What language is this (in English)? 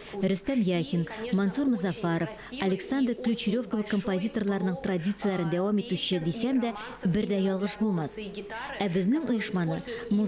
Tatar